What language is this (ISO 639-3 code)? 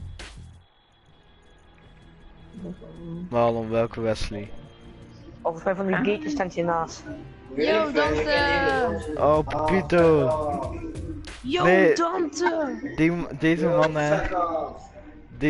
nld